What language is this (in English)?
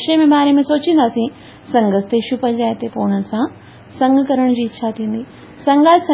Sindhi